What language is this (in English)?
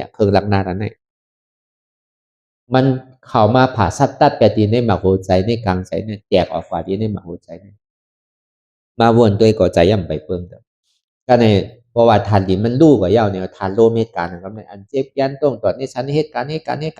Shan